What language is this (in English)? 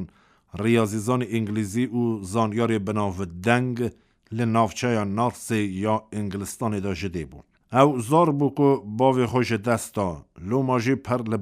Kurdish